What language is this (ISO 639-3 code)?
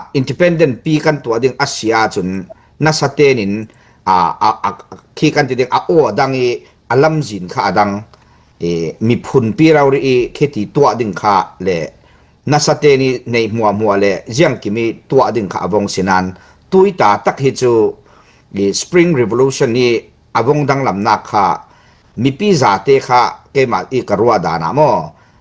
cfm